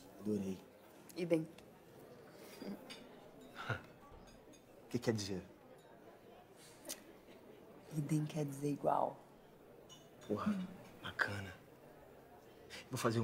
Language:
Portuguese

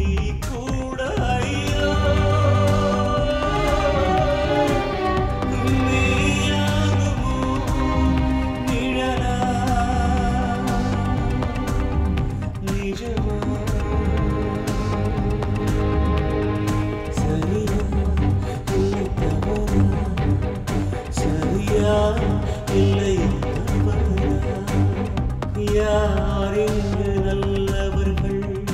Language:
Tamil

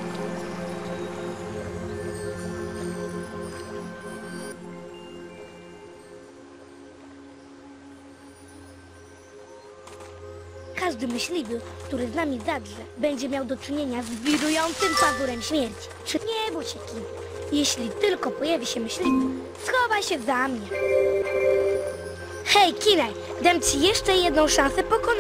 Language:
Polish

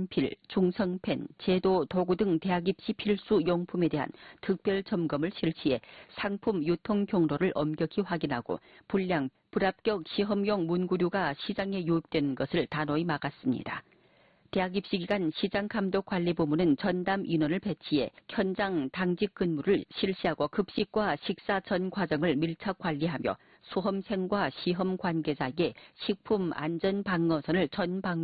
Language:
Korean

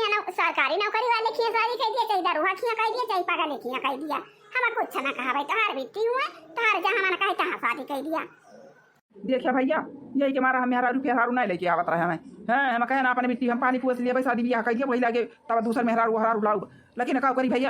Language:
Awadhi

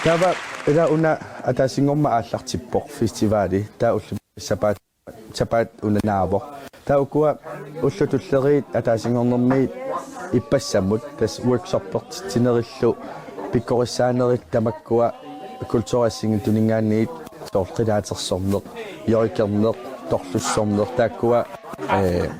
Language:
Kalaallisut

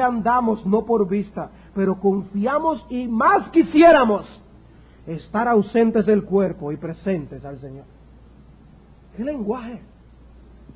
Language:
Spanish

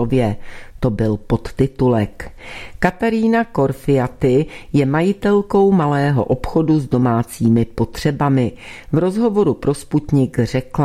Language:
Czech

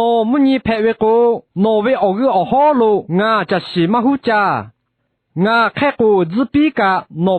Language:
Lahu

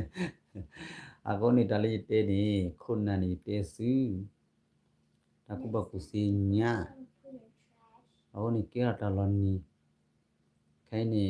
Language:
S'gaw Karen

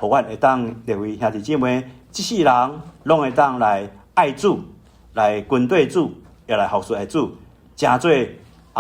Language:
Min Nan Chinese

